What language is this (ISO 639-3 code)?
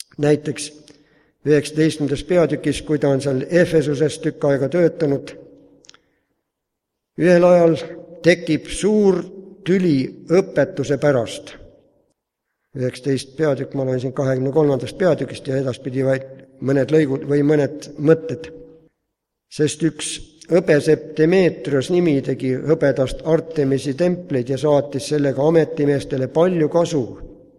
est